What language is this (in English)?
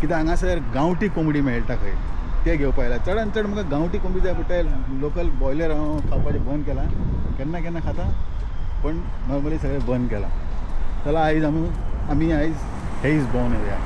Konkani